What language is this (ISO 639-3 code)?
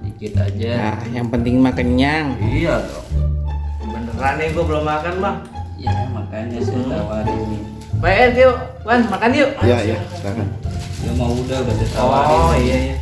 bew